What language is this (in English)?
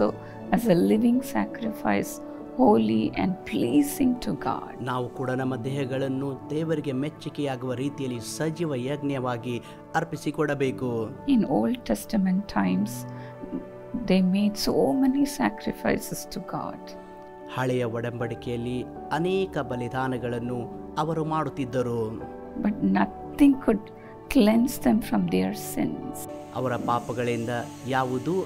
Kannada